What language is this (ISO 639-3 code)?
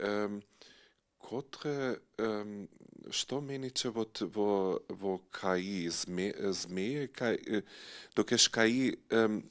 hsb